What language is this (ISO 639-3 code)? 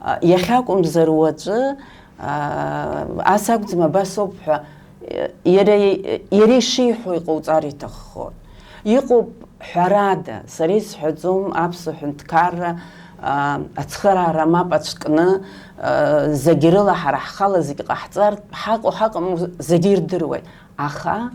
abk